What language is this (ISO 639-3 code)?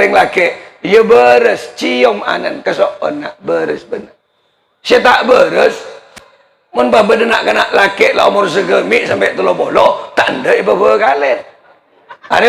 mad